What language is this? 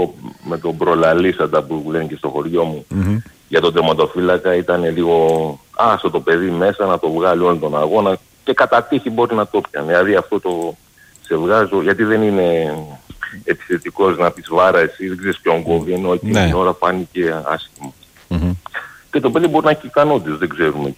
Greek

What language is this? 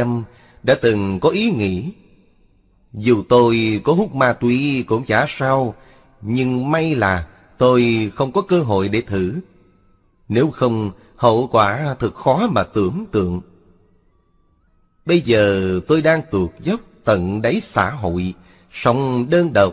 Vietnamese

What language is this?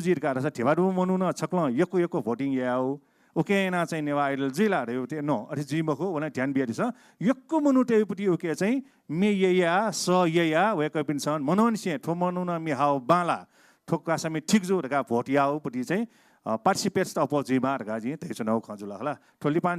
Newari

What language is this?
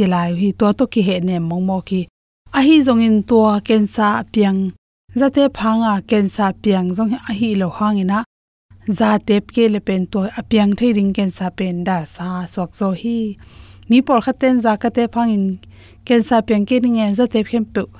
Tedim Chin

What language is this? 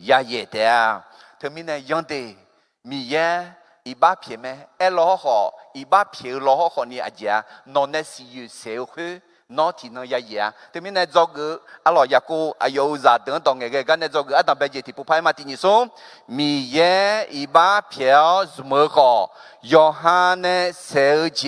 Akha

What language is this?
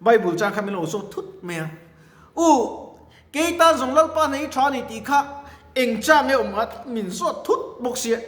Mizo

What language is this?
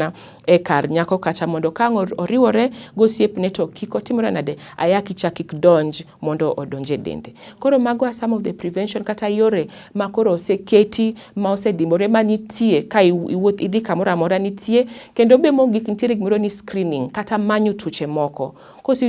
Luo (Kenya and Tanzania)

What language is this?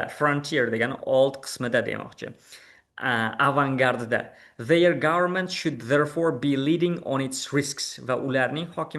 Uzbek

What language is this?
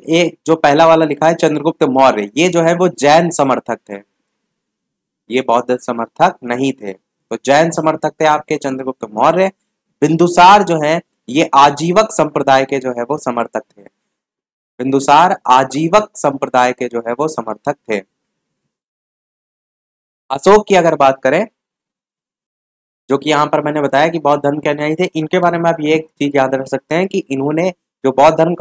Hindi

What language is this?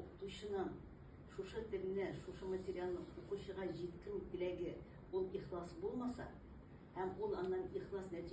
Tatar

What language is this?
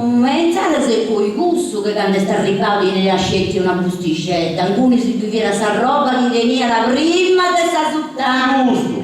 Sardinian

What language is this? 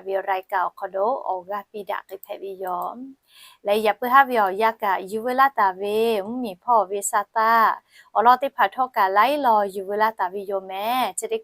Lahu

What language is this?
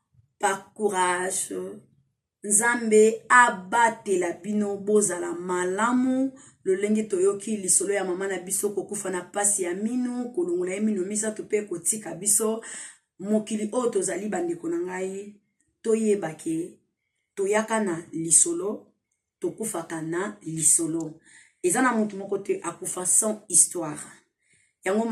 Lingala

